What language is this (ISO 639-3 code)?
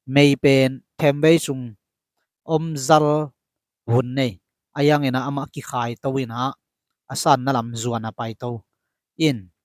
ctd